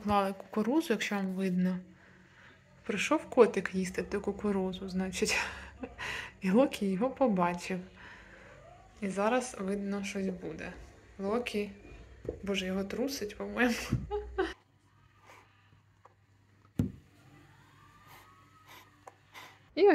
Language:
Ukrainian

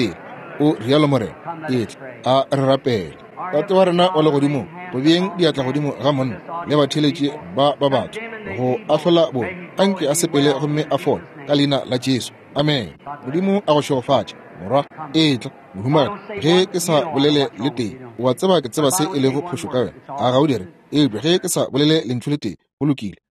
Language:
Northern Sotho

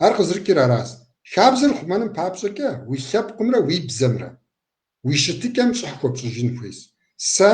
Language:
Kabardian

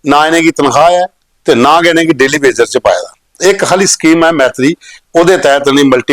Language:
Dogri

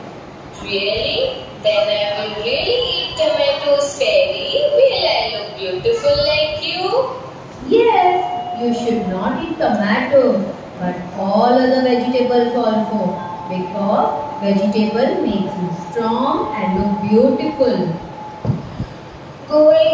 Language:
English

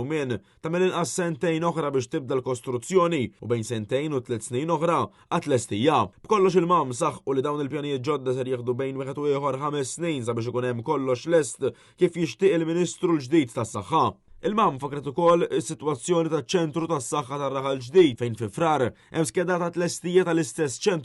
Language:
Maltese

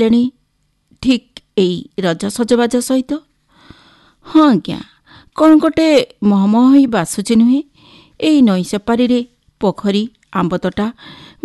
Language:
Odia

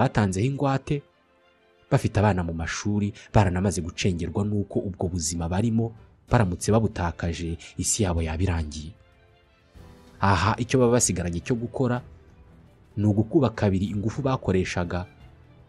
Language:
Kinyarwanda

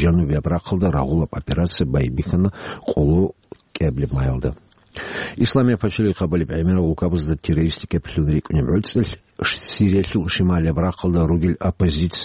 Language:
Avaric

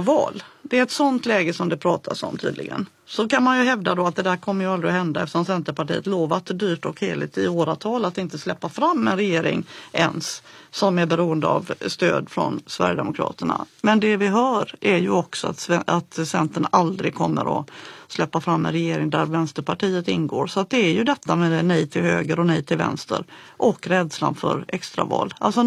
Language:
Swedish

